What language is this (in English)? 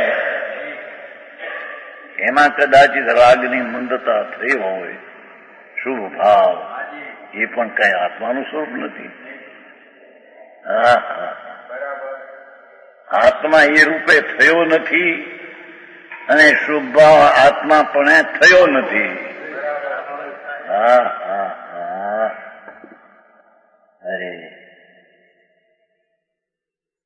Gujarati